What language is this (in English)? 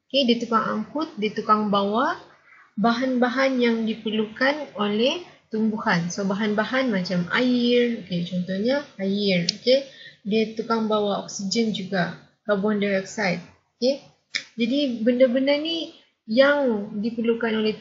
Malay